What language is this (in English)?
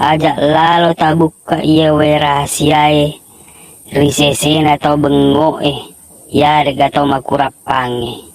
Buginese